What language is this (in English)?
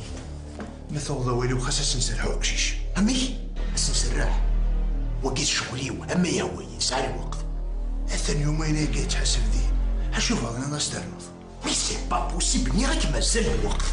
Kabyle